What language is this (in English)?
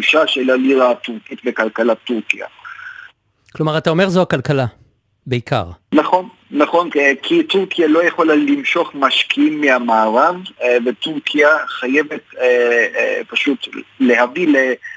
Hebrew